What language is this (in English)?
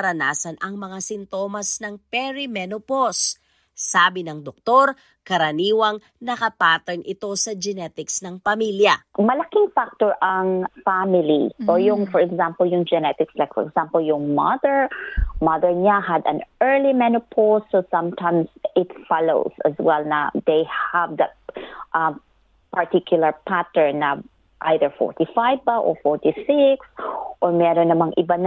Filipino